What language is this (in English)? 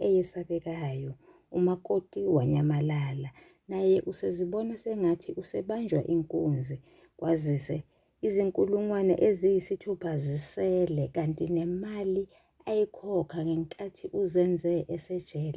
Zulu